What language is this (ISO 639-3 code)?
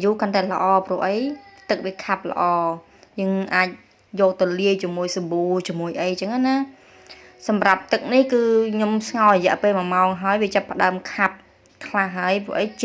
khm